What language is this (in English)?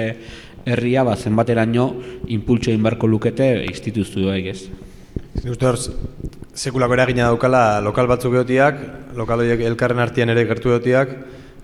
Basque